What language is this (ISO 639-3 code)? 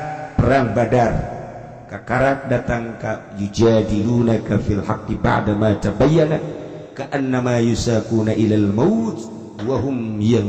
sun